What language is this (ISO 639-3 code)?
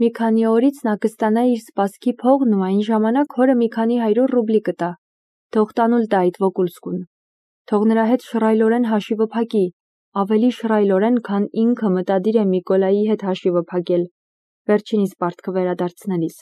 hye